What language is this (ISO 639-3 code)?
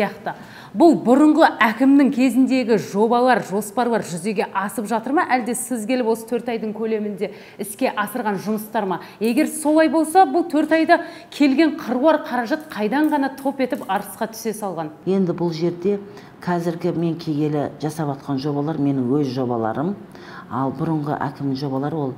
kaz